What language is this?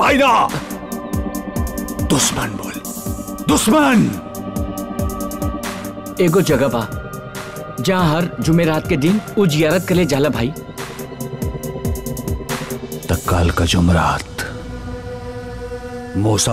Bhojpuri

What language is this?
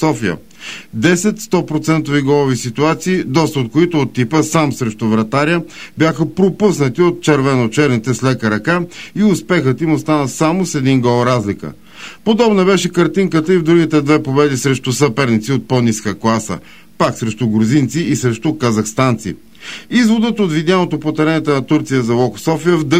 Bulgarian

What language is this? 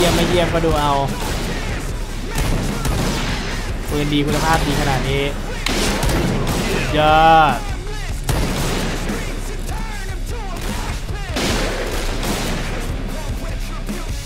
Thai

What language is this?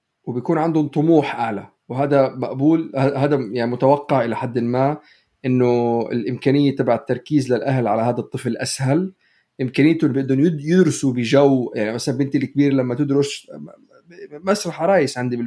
North Levantine Arabic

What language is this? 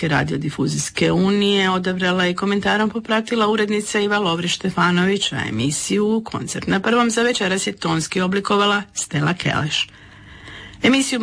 Croatian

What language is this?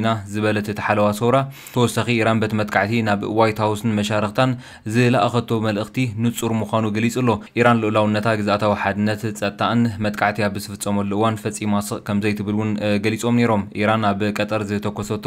Tigrinya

